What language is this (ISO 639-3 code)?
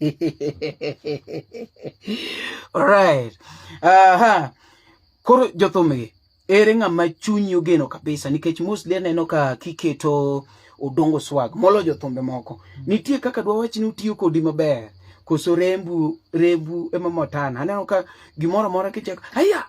luo